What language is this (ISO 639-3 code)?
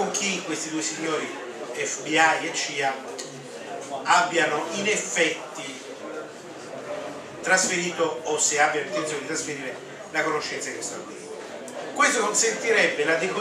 ita